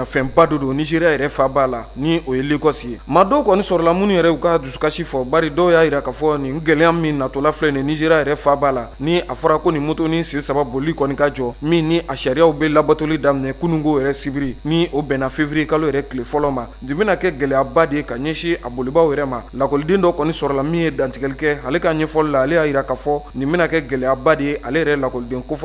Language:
Bambara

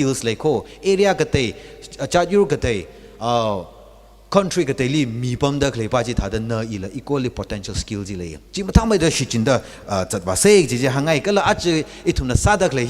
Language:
Tangkhul Naga (India)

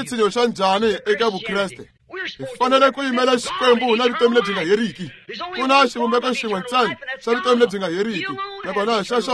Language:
Tsonga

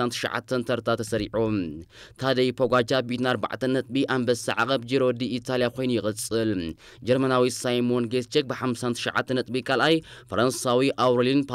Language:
Tigrinya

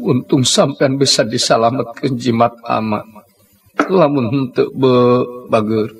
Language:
Sundanese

